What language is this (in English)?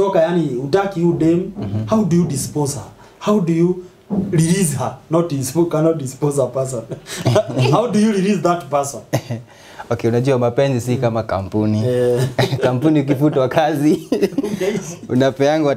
Swahili